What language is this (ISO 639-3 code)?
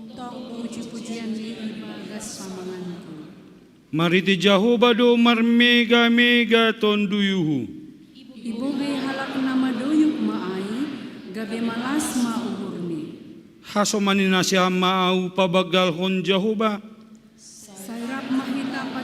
bts